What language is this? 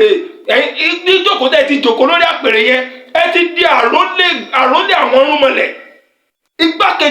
Yoruba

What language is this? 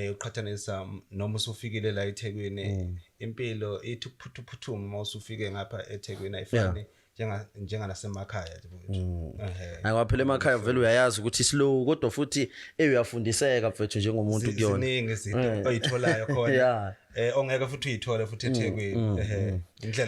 Zulu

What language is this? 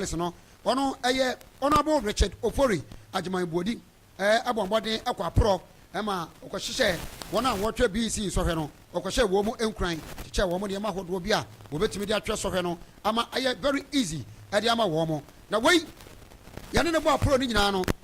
Akan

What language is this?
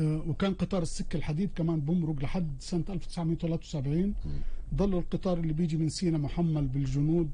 North Levantine Arabic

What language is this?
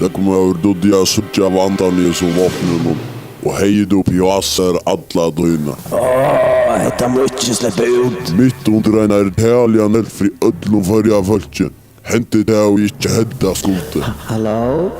Faroese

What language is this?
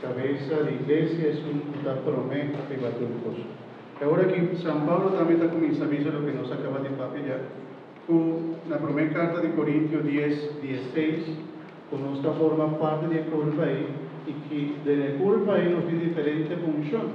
Papiamento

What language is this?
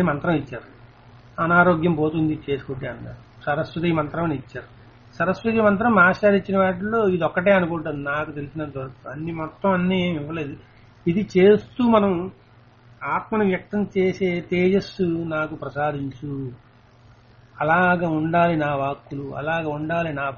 Telugu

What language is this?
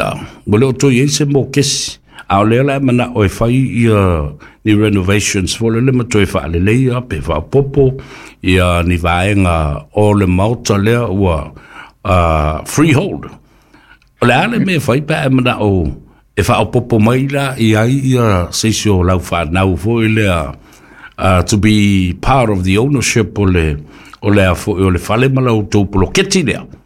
Samoan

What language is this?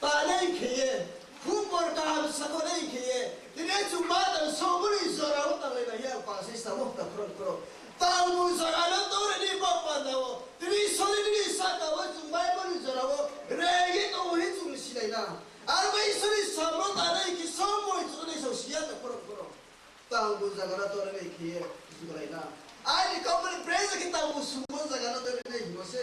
Riang (India)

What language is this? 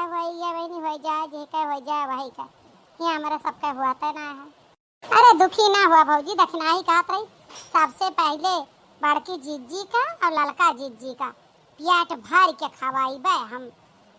Awadhi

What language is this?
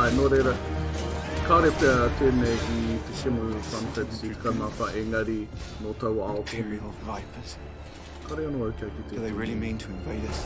Māori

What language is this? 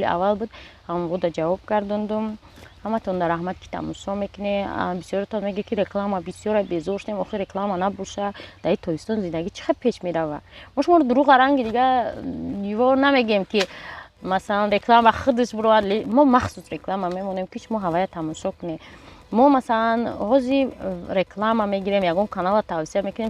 Tajik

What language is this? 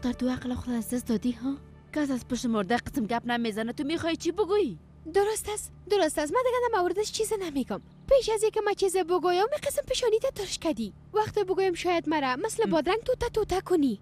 Persian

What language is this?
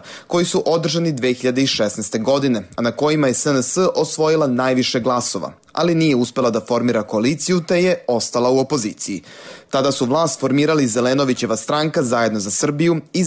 Serbian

